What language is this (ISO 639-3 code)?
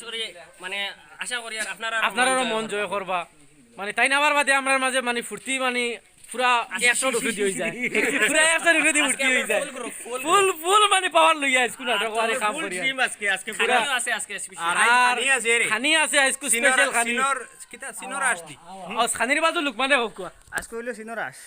syl